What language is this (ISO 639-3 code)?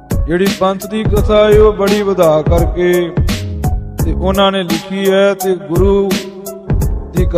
pan